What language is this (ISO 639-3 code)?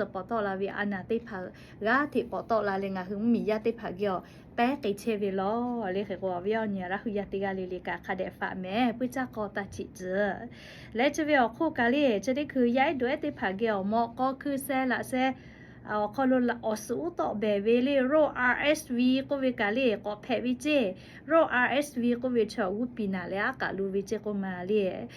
lhu